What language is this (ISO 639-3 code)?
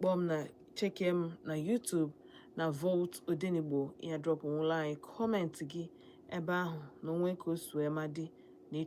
ibo